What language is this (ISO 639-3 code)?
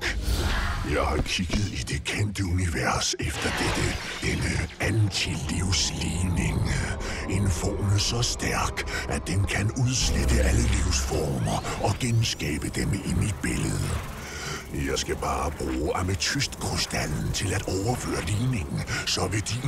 dan